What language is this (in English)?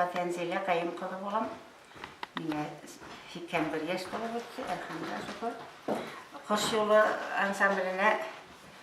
Bashkir